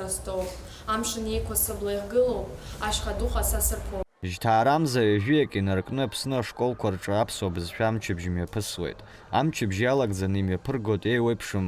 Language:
Abkhazian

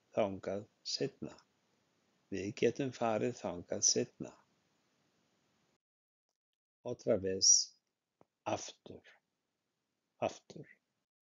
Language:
Icelandic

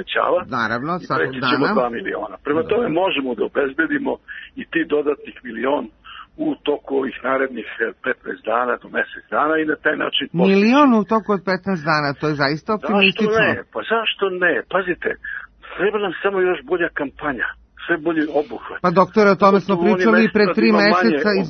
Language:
Serbian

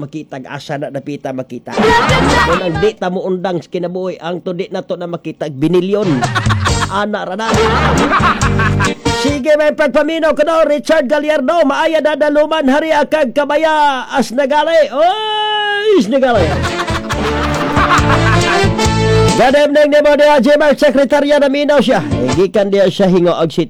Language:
Cebuano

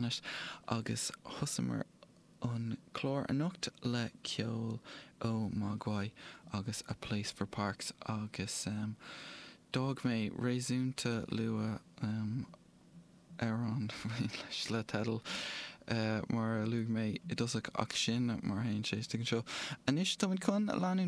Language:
Irish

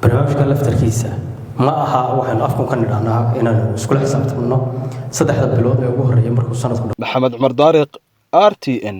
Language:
Somali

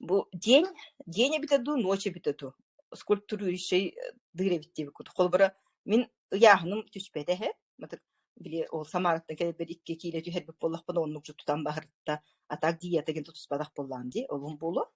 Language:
Yakut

